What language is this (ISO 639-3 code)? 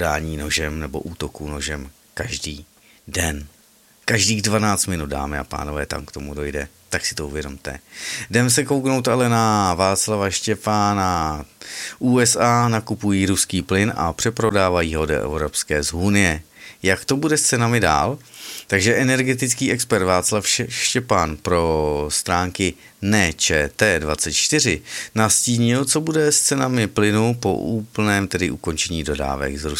ces